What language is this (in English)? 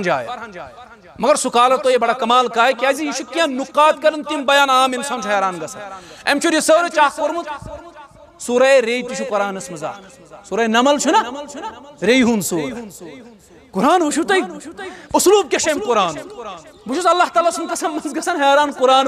Kashmiri